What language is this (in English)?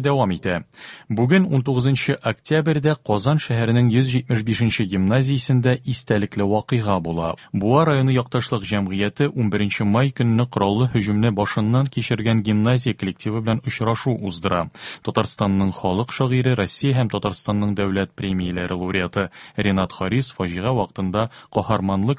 Tatar